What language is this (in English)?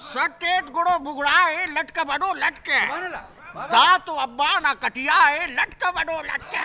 Brahui